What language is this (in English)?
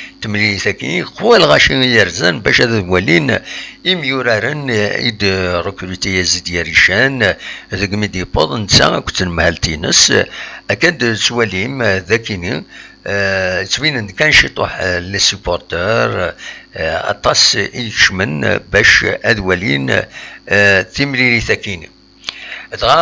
Kabyle